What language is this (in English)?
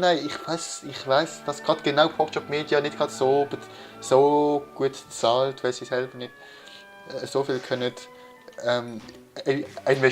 Swiss German